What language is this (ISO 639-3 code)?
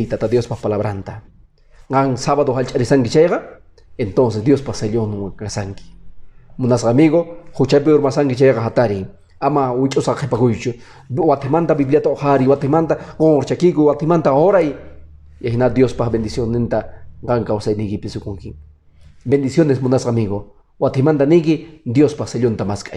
que